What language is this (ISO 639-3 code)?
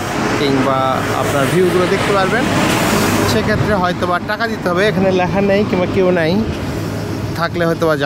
ben